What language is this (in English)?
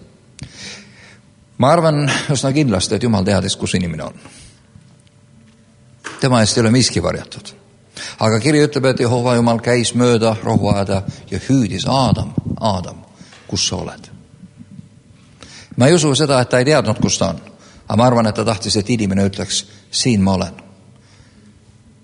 Estonian